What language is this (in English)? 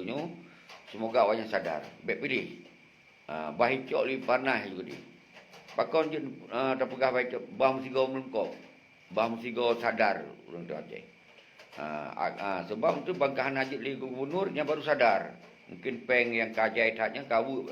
Achinese